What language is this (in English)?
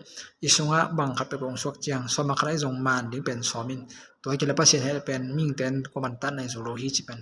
Tedim Chin